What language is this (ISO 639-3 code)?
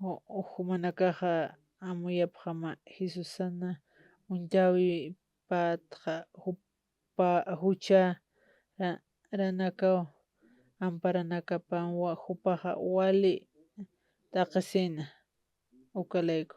aym